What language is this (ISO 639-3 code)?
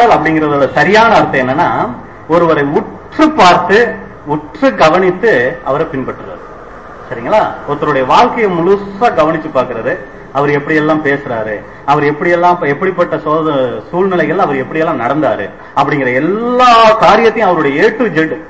tam